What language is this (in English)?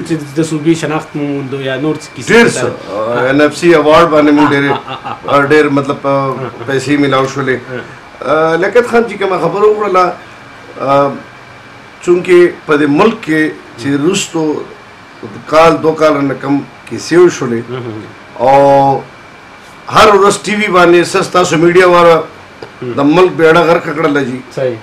Pashto